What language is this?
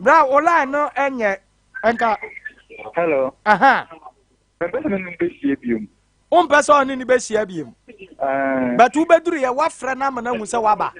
Akan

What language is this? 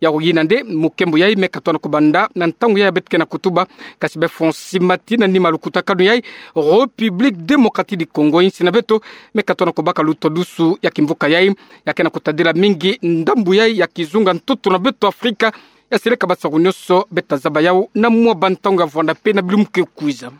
Kituba (Democratic Republic of Congo)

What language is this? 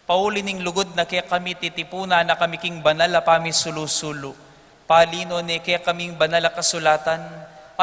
Pampanga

